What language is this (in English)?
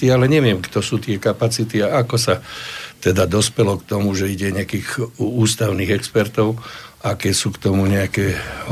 Slovak